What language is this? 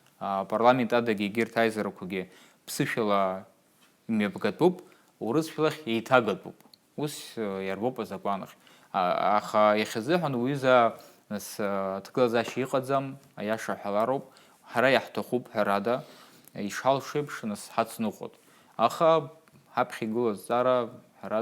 Abkhazian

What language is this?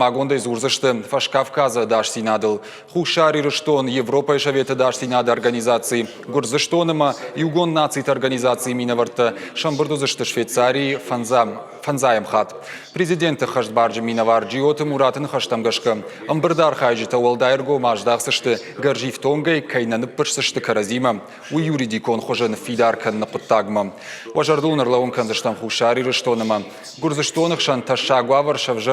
Ossetic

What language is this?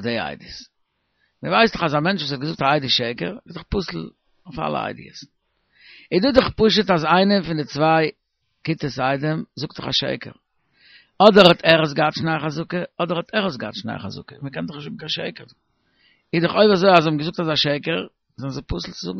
Yiddish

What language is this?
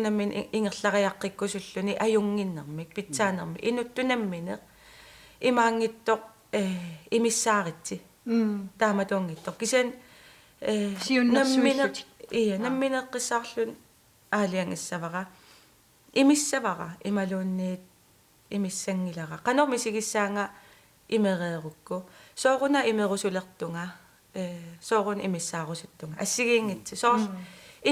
Kalaallisut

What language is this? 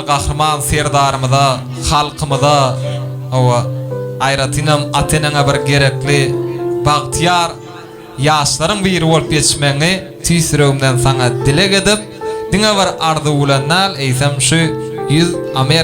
Turkmen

